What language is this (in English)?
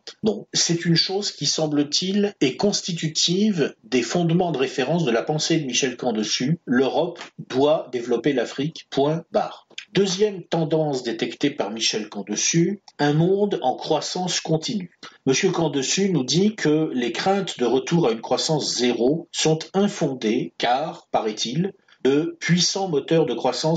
French